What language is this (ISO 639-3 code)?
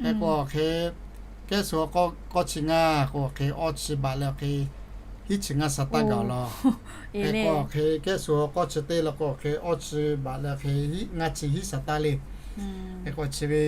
lhu